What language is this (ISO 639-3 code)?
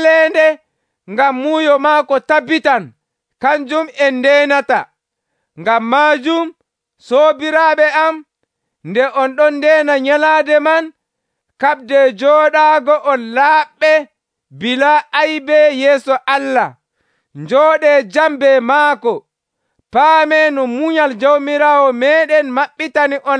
fuv